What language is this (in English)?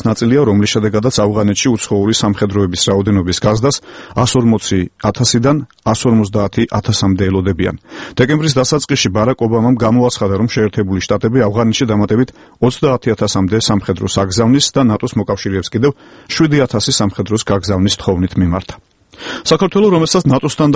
Georgian